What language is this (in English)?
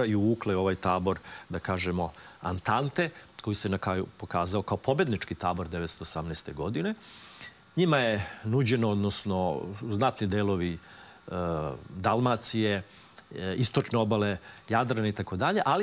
Serbian